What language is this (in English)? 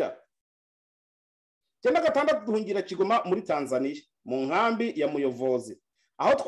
Kinyarwanda